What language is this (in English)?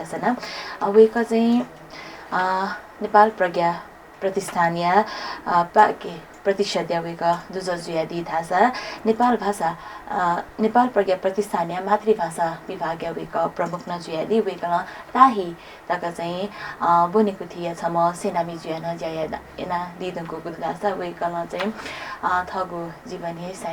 Newari